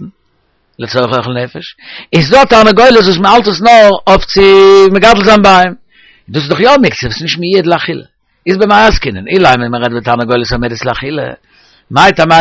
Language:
Yiddish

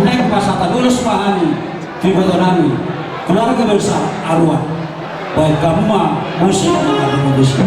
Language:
Batak Toba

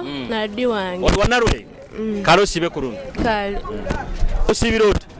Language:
Nyoro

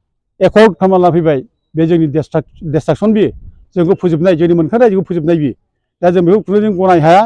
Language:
Bodo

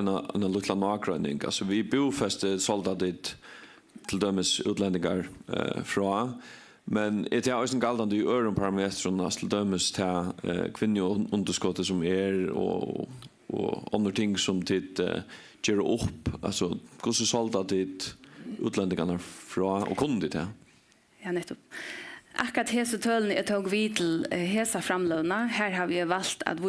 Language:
Faroese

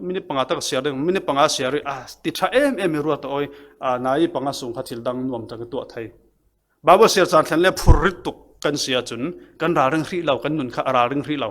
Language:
Falam Chin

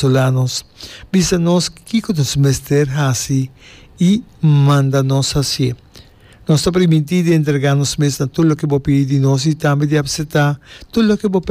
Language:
Papiamento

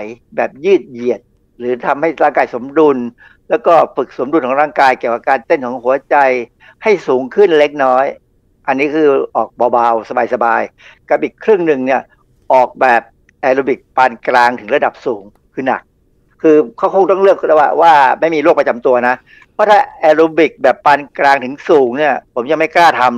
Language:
Thai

